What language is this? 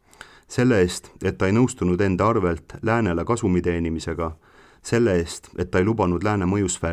Estonian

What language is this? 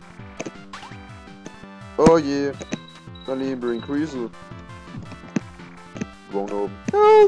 Danish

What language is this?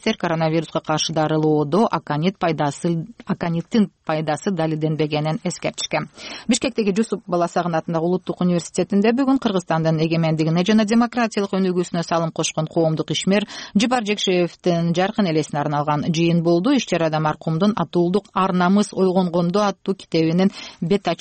Kyrgyz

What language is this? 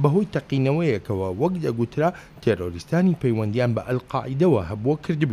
Central Kurdish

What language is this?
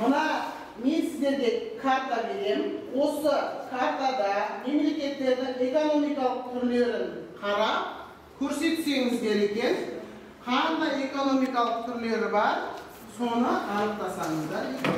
Kazakh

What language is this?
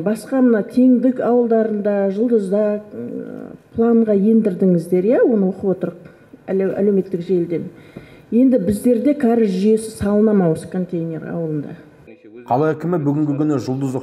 Kazakh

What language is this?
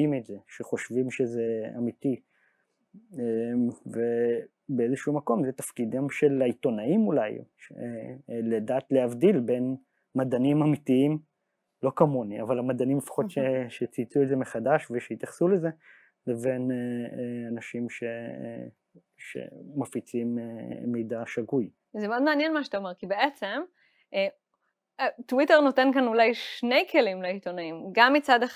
Hebrew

